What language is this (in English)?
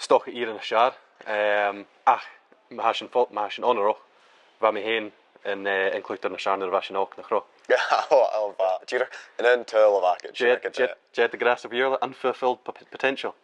Scottish Gaelic